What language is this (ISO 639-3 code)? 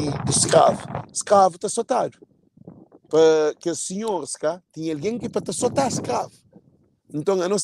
kea